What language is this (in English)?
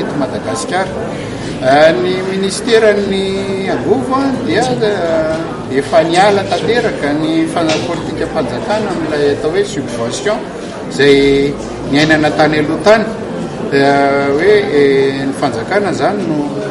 Malagasy